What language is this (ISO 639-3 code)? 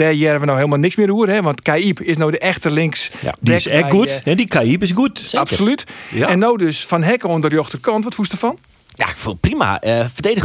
fry